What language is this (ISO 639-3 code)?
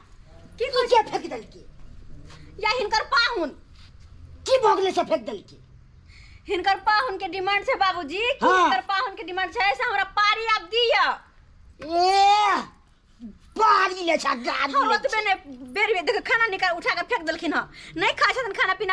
mai